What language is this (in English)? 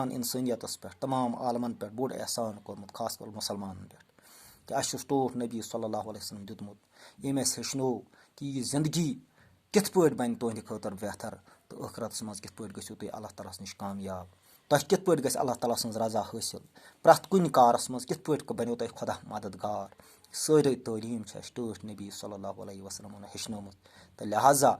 Kashmiri